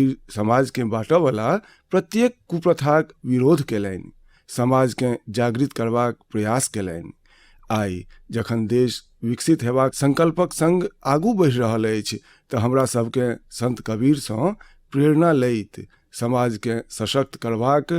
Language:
Maithili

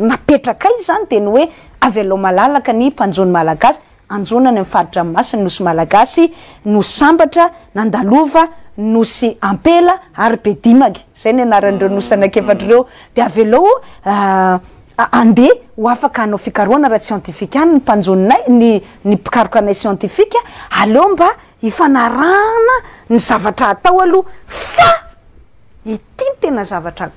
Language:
Malagasy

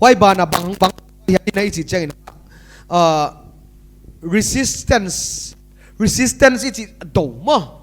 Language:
Paite Chin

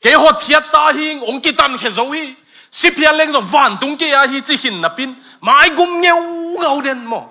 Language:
Tedim Chin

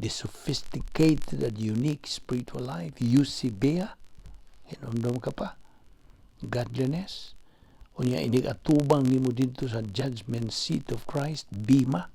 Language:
Cebuano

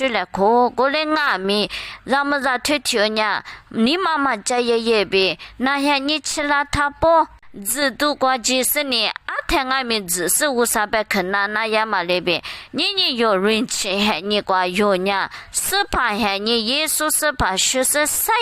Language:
Lisu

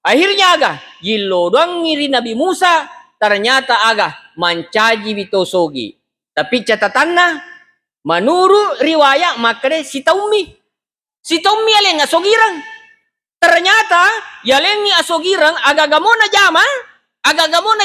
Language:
Buginese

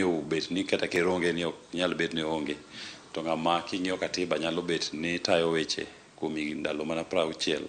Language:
Luo (Kenya and Tanzania)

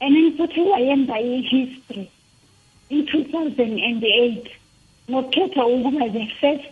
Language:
South Ndebele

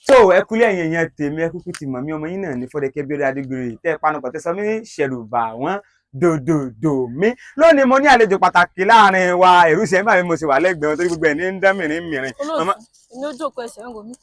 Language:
Yoruba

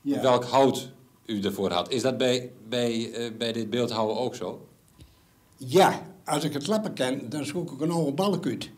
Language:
Western Frisian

